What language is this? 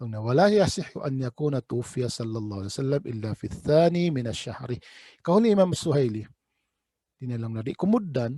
Tausug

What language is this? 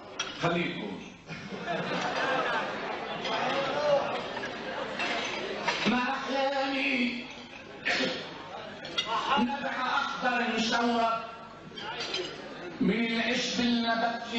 North Levantine Arabic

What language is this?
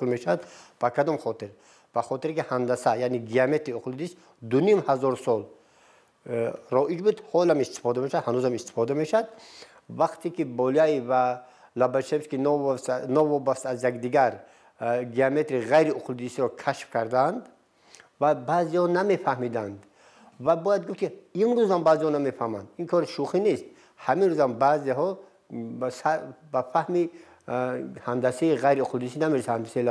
Tajik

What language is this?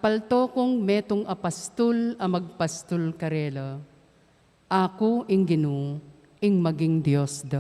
Pampanga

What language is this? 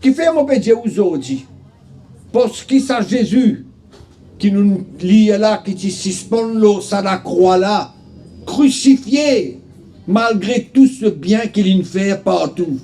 Morisyen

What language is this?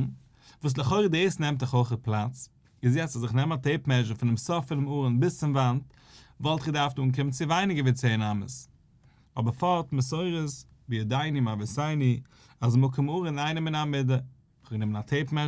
Yiddish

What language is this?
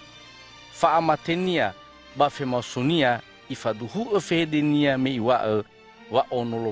Nias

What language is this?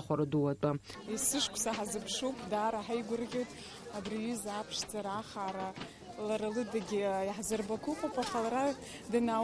Abkhazian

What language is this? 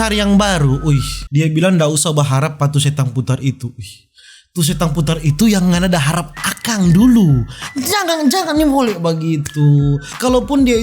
Manado Malay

